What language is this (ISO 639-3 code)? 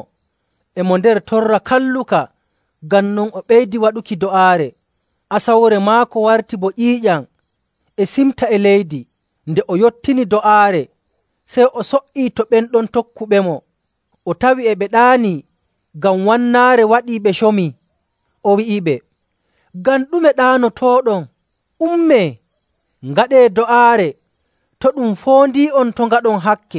fuv